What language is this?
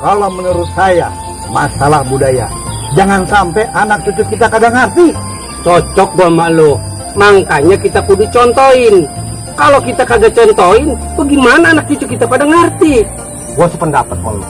Betawi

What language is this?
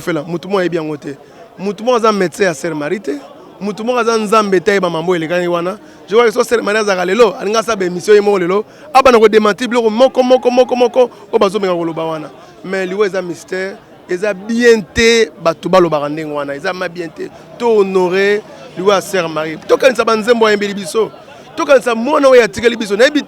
Lingala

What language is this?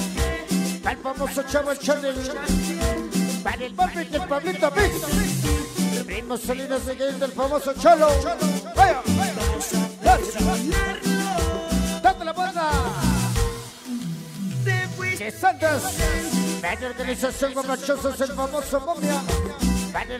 Spanish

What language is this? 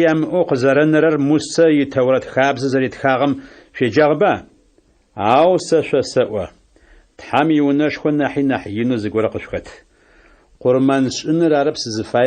Adyghe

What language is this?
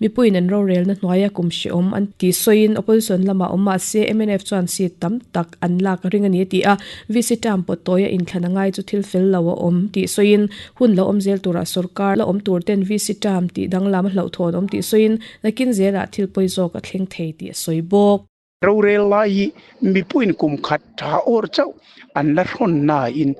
Mizo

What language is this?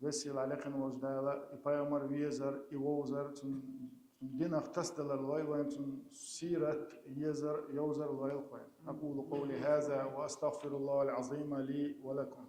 Chechen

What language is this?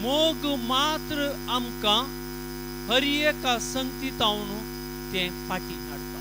Konkani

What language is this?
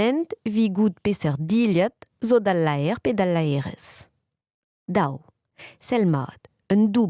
Breton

